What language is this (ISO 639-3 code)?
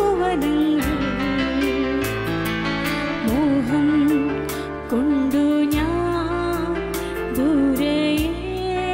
mal